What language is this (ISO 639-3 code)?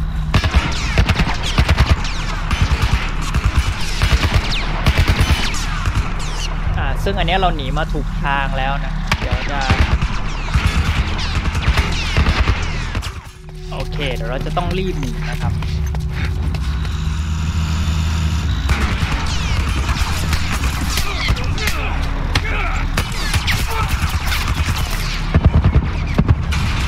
tha